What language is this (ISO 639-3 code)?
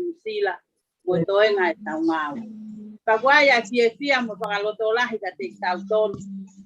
ton